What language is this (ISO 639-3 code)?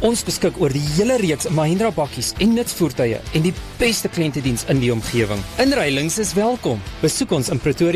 afr